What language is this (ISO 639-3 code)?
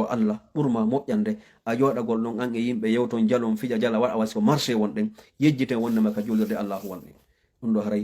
ful